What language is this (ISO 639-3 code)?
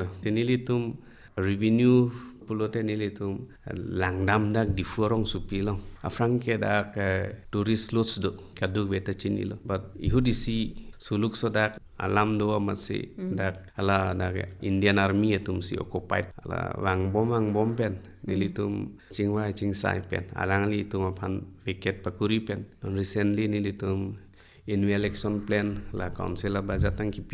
mjw